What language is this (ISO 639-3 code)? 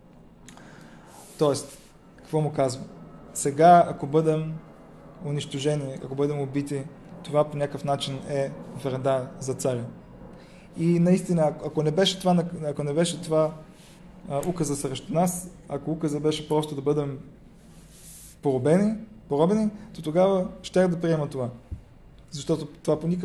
bul